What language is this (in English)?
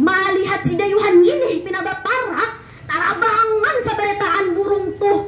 Banjar